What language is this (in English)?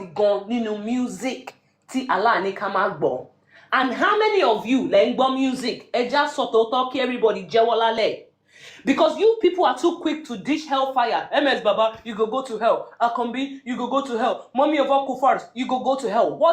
Yoruba